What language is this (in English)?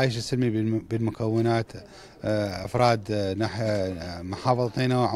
Arabic